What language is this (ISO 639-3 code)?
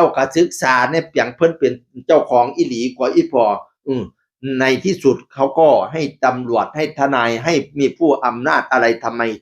tts